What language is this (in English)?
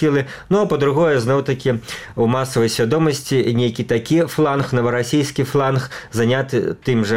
Belarusian